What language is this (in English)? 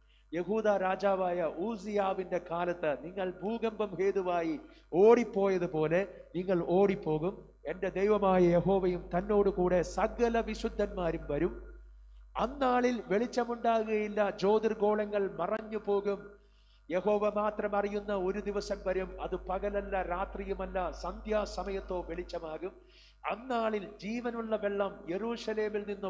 Malayalam